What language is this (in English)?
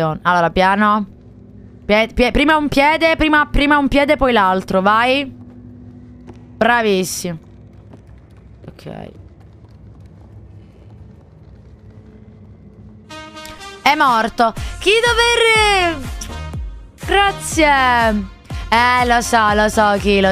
Italian